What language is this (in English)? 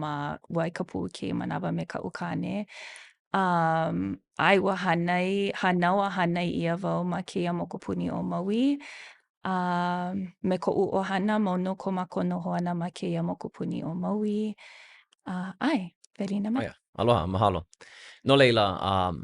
Hawaiian